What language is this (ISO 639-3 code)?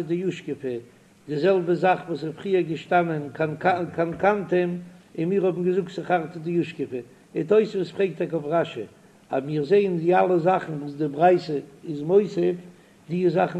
yid